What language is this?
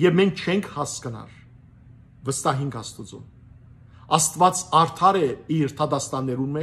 Western Armenian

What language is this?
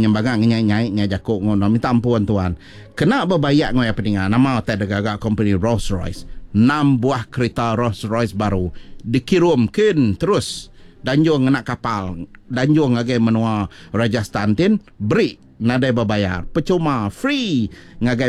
Iban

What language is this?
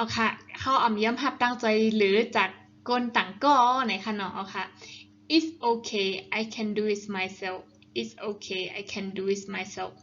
Shan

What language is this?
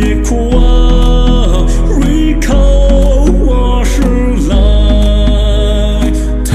Poumei Naga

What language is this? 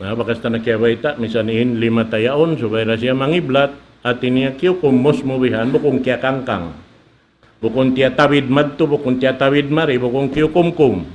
Tausug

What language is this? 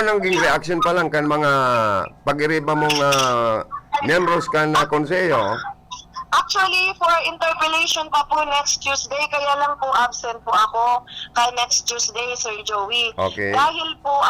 Bikol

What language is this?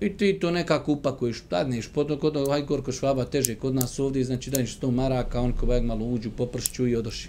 Bosnian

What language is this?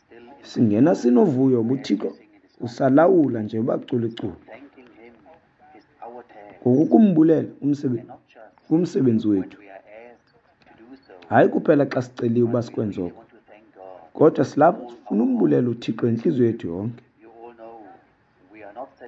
Xhosa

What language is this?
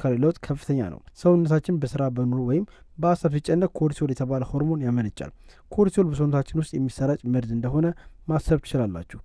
Amharic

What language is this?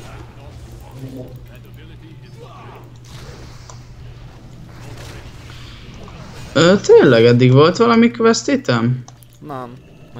Hungarian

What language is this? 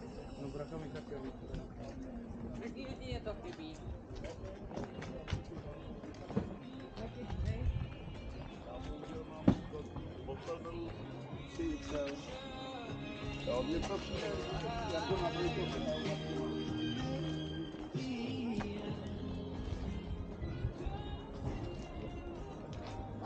Czech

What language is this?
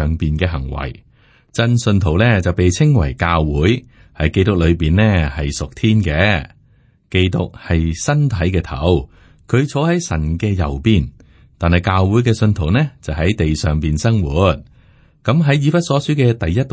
Cantonese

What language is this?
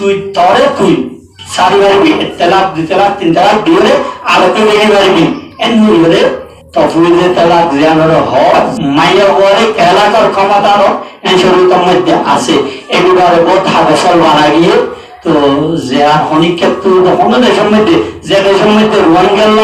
Rohingya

